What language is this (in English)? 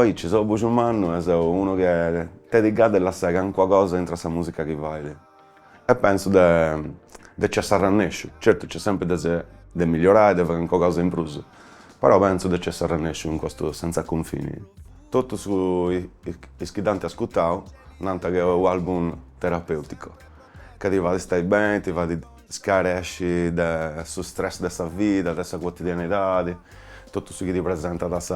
Sardinian